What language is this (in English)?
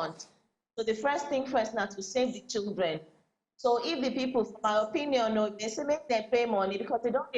Nigerian Pidgin